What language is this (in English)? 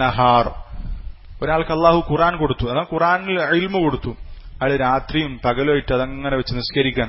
Malayalam